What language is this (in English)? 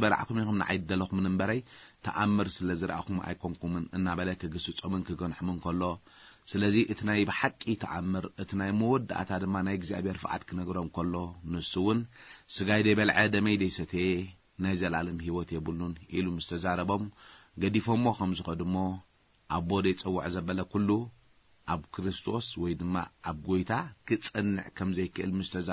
Tigrinya